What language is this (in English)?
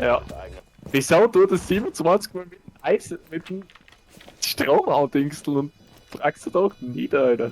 Bavarian